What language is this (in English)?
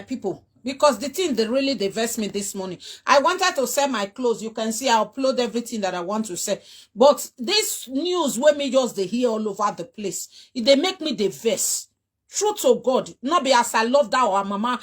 Nigerian Pidgin